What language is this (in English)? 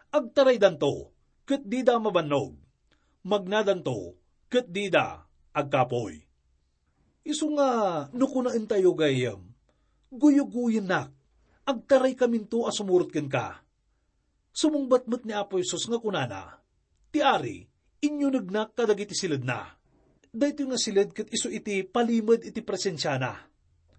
Iloko